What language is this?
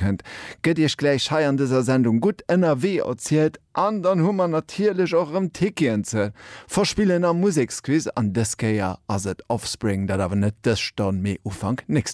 Luxembourgish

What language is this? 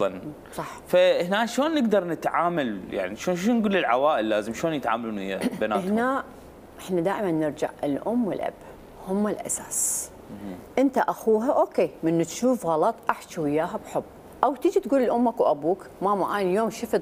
Mesopotamian Arabic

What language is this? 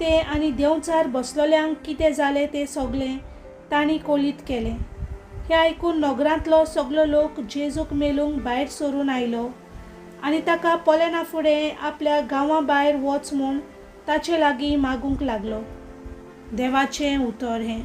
Konkani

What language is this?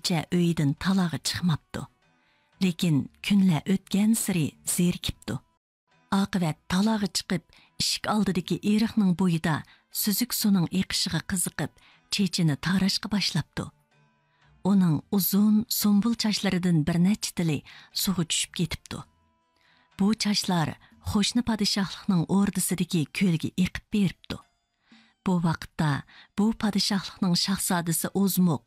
Uyghur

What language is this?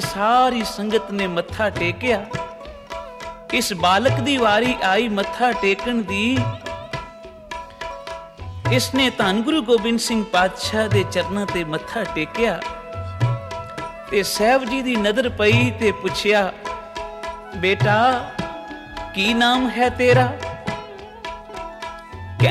Punjabi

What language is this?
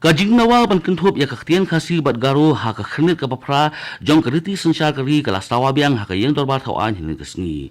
Khasi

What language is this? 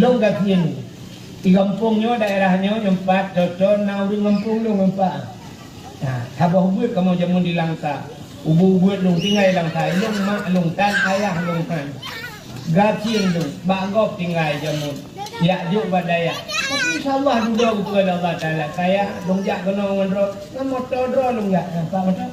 Achinese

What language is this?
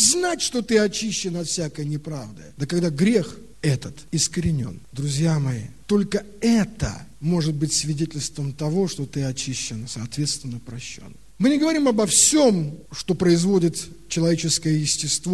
Russian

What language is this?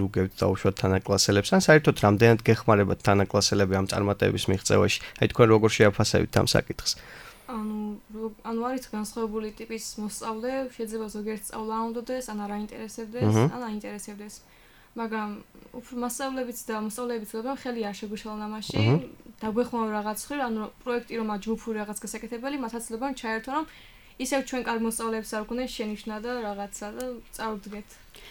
Georgian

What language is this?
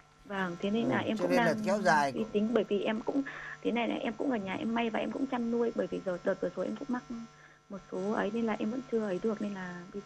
Vietnamese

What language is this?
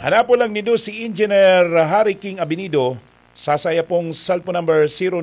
Bikol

